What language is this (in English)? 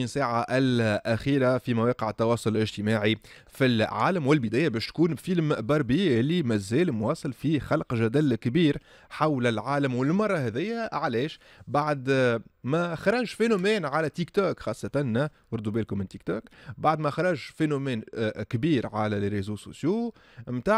Tunisian Arabic